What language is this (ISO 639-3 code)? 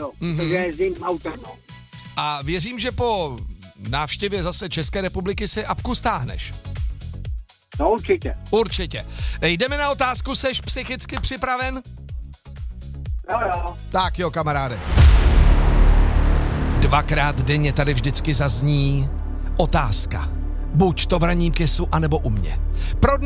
ces